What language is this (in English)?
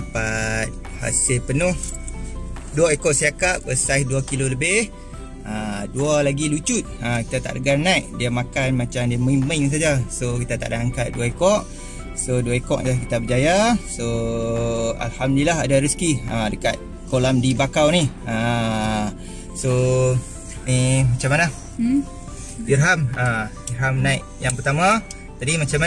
Malay